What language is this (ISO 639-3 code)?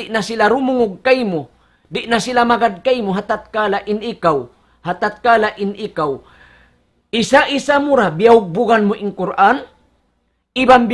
tsg